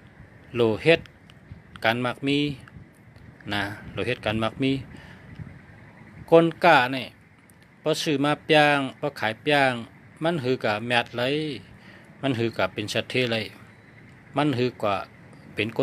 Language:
Shan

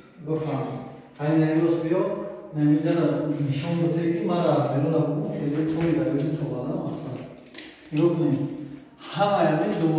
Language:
Tajik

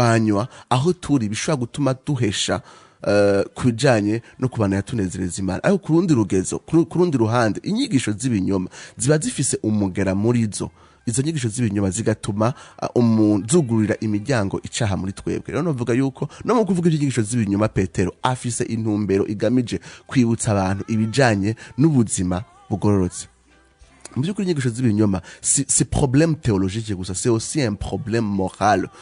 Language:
Rundi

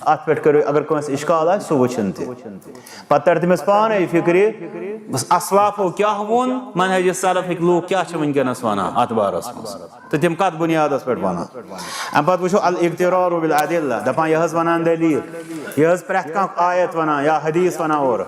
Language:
Kashmiri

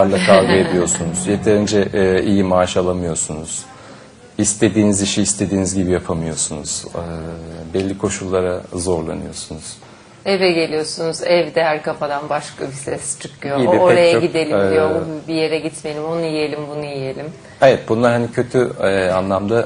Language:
Turkish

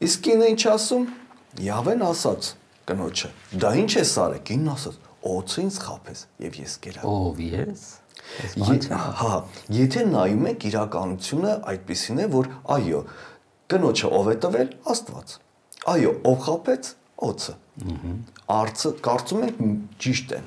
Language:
Armenian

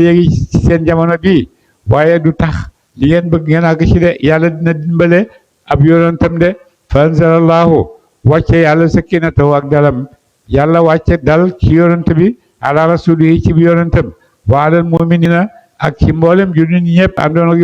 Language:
Wolof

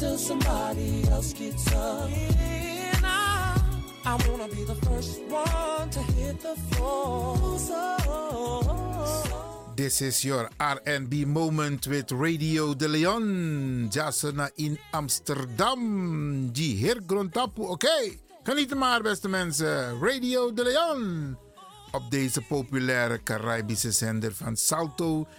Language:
Dutch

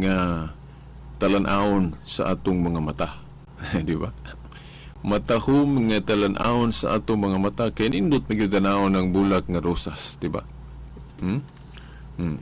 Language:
Cebuano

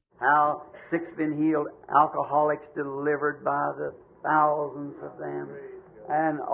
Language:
Makhuwa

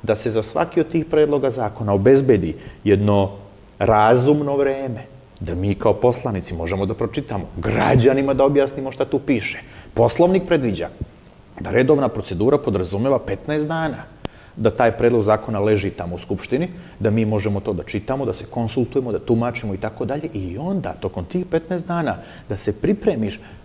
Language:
Serbian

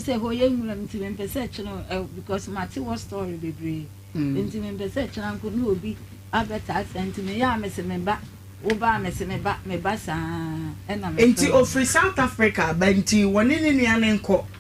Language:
Akan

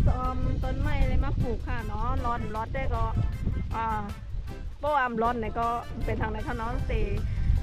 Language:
Shan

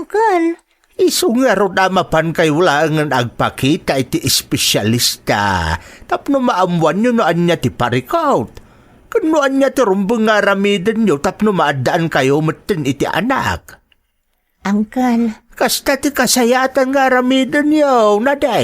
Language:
Iloko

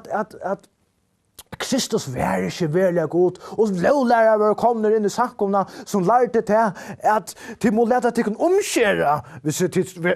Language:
Faroese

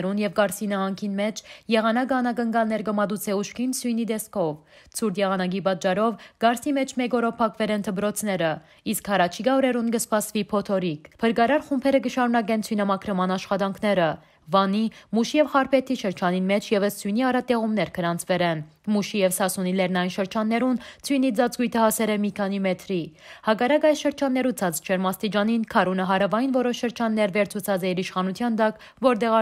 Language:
Western Armenian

